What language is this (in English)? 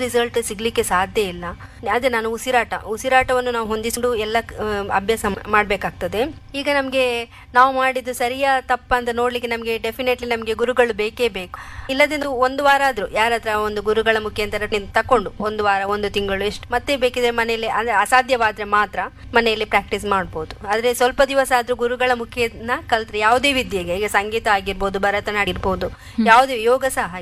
Kannada